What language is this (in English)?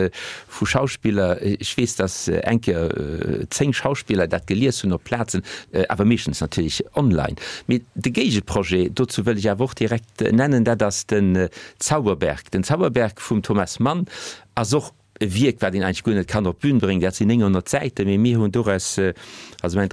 Luxembourgish